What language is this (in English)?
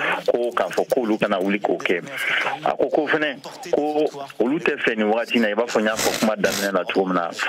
Bambara